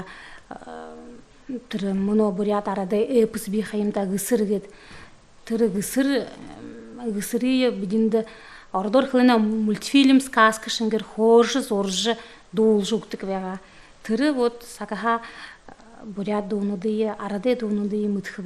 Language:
Buriat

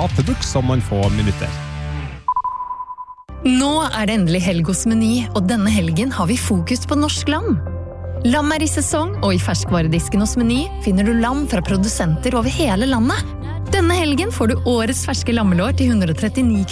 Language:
Norwegian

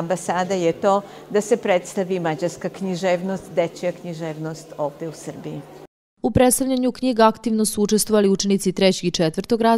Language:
Serbian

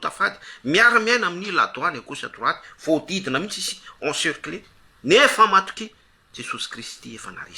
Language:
Malagasy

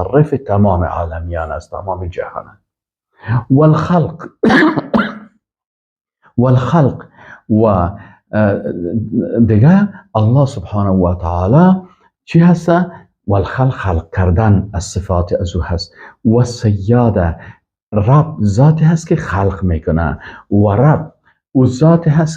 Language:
Persian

